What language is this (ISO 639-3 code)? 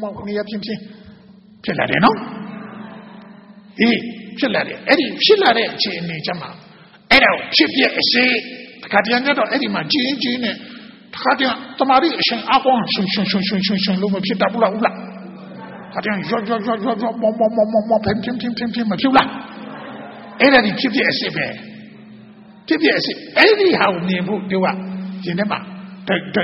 mya